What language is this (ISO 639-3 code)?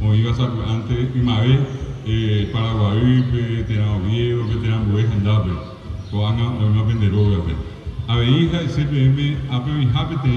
grn